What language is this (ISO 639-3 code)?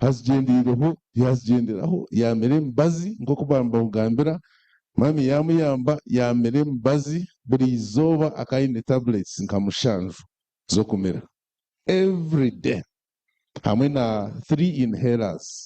nyn